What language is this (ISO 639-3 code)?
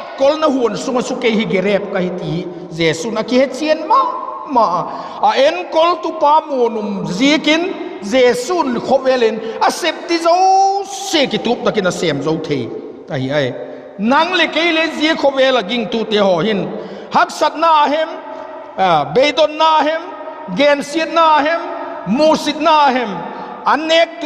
vap